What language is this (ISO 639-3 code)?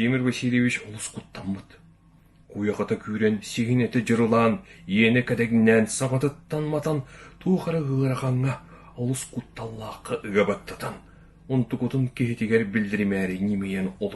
sah